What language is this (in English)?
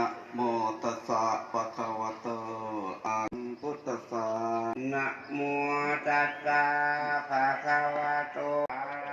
Pali